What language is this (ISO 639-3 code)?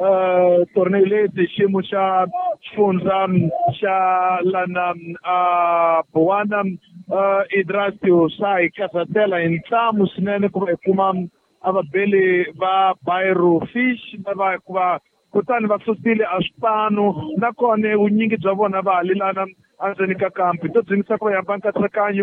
tso